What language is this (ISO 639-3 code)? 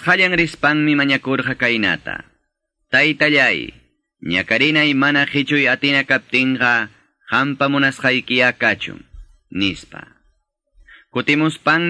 que